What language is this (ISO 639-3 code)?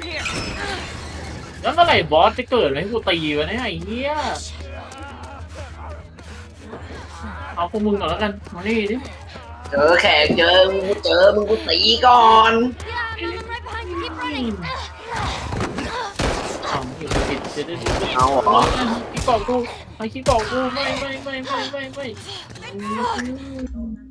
tha